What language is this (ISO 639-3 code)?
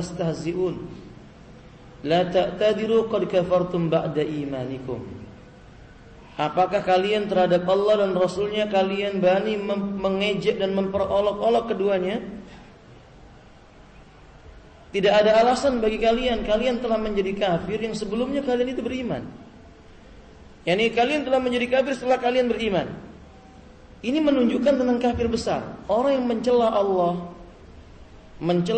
ind